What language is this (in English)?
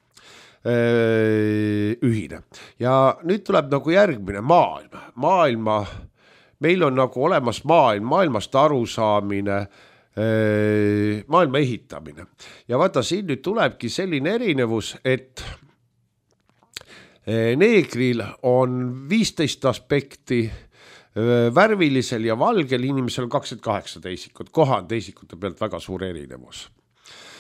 Estonian